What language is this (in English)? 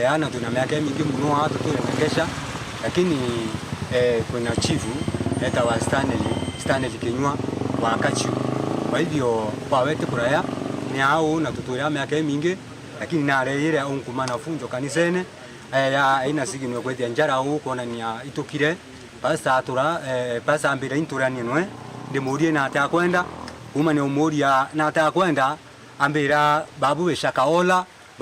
Meru